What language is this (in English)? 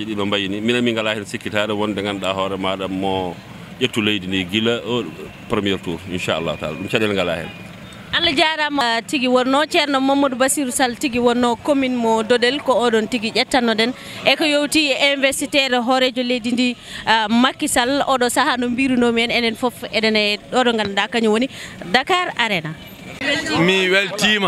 Fula